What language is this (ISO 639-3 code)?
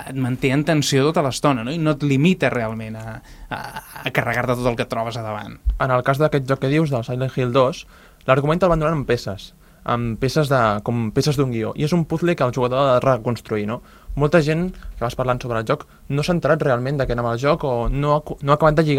cat